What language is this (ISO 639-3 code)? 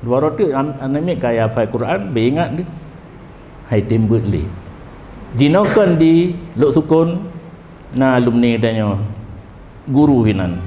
ace